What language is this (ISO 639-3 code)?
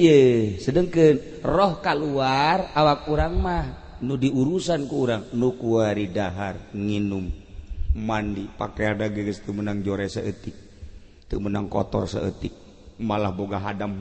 sun